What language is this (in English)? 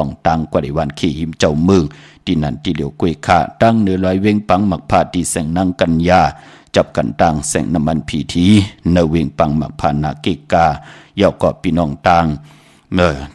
Shan